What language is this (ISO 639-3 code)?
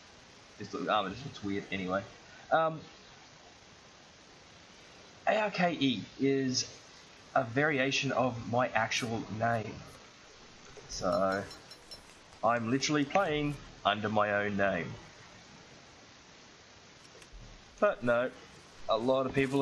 eng